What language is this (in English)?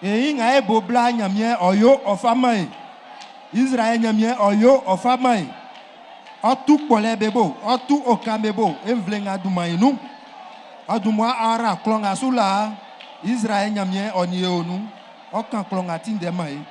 Baoulé